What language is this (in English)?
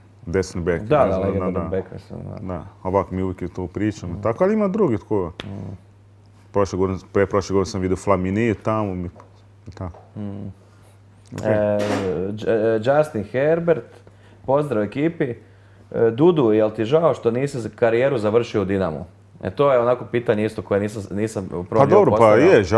Croatian